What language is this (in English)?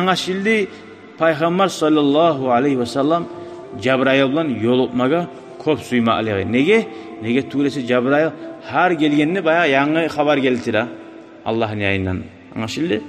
Kumyk